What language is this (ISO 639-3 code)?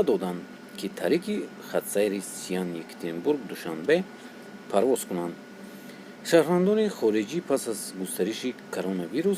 tgk